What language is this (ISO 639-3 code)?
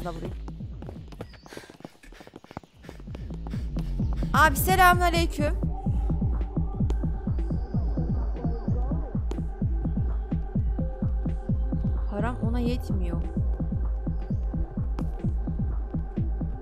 tur